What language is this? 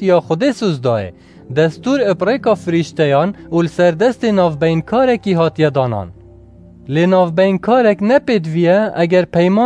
Kurdish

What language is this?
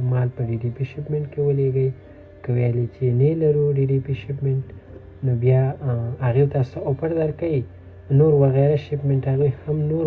Pashto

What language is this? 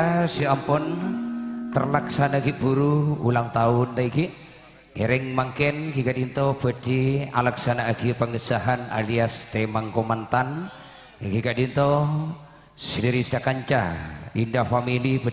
Madurese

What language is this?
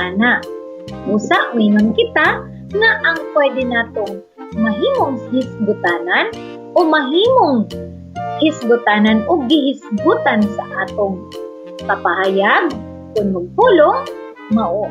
Cebuano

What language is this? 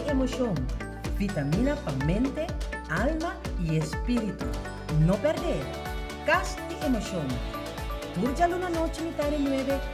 Papiamento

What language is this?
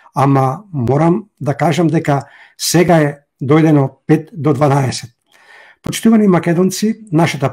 Macedonian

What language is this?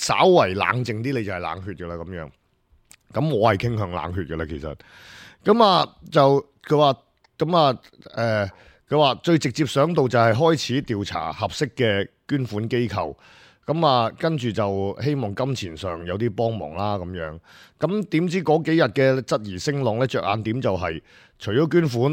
Cantonese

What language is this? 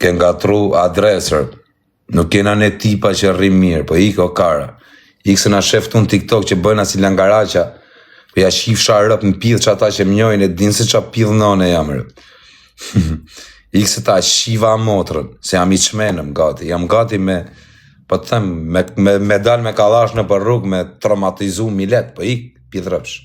Albanian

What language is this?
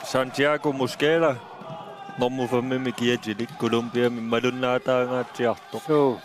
Kalaallisut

